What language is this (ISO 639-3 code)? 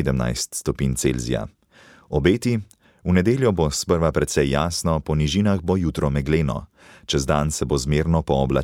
slv